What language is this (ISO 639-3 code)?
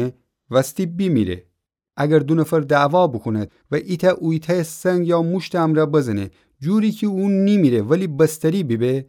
glk